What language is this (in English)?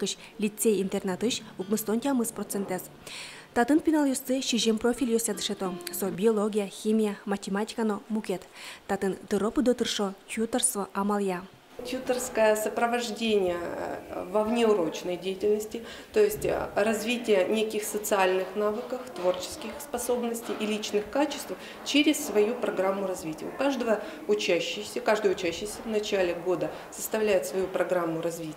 Udmurt